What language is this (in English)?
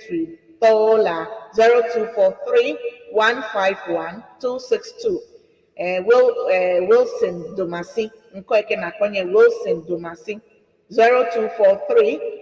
Ewe